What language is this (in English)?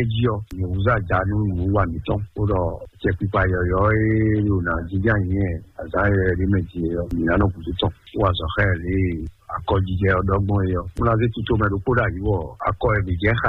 Fon